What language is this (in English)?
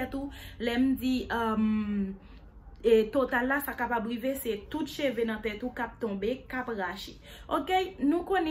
Haitian Creole